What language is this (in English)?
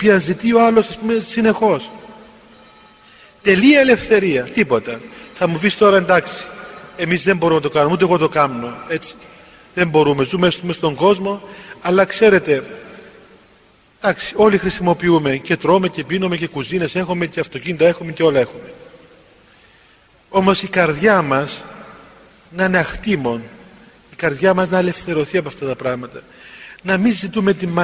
Greek